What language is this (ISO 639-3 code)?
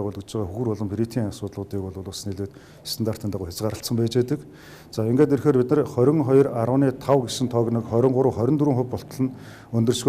mon